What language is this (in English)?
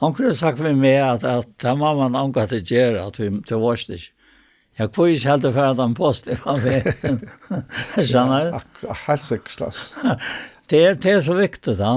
Faroese